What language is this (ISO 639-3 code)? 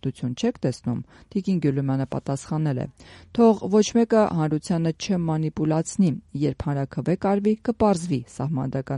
hye